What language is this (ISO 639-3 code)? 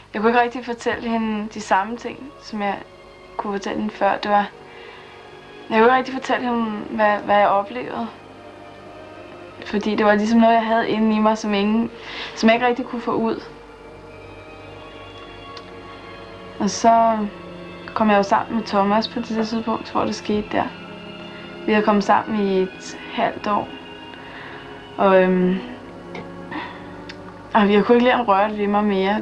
dan